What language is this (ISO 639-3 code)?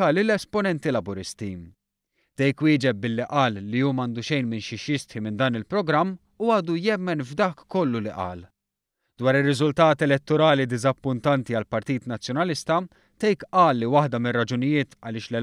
mlt